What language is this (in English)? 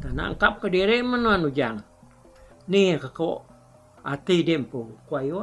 Iban